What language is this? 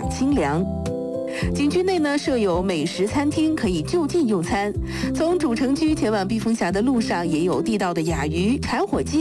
Chinese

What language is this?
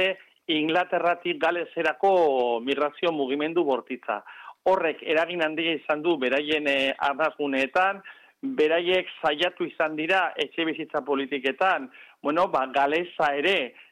Basque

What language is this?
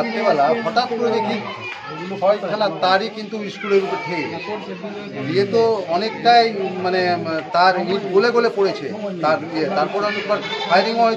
Bangla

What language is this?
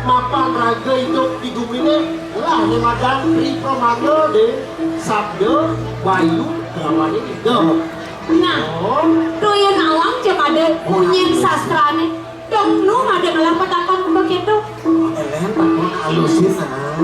Balinese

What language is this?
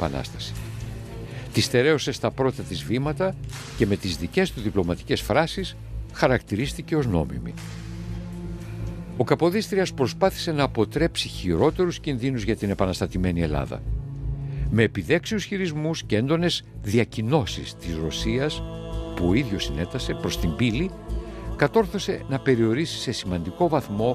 Greek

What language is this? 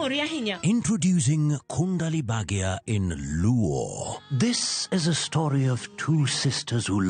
Luo (Kenya and Tanzania)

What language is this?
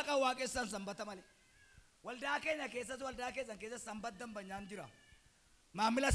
Oromo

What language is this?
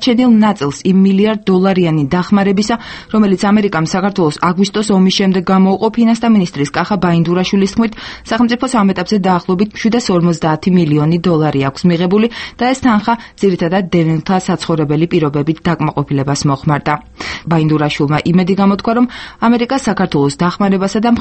Georgian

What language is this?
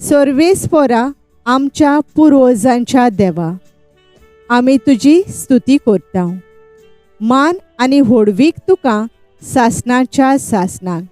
Konkani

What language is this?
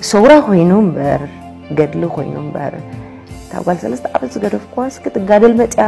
Tigrinya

